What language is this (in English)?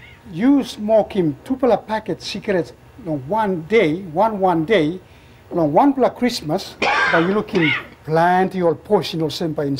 Tok Pisin